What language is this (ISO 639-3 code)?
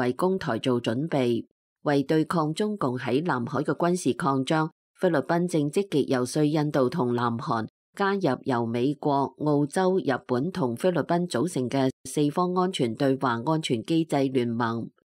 yue